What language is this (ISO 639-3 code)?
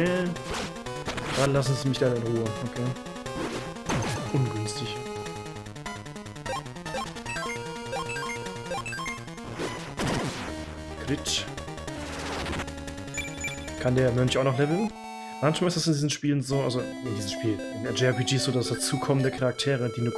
deu